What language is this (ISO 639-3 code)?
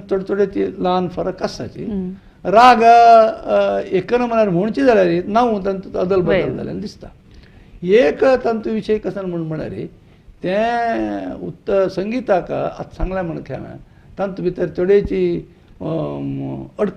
kok